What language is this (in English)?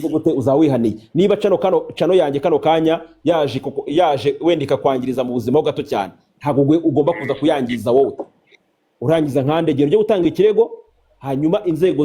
Kinyarwanda